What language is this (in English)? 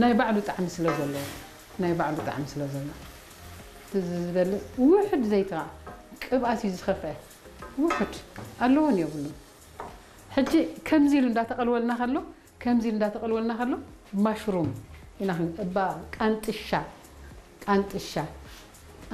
Tigrinya